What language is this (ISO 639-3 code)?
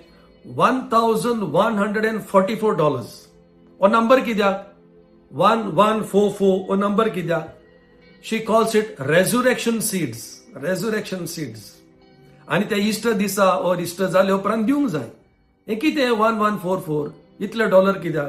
kok